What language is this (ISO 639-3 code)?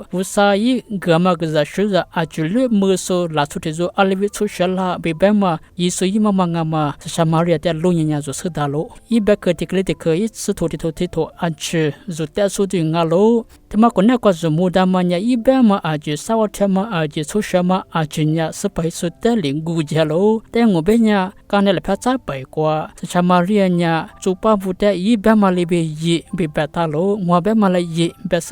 lis